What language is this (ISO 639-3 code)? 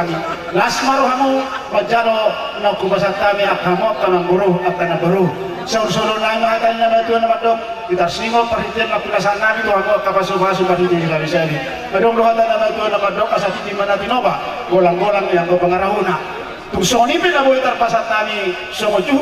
bbc